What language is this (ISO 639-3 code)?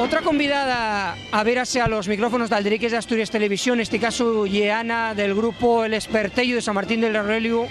ast